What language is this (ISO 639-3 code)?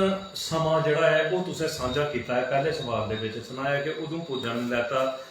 doi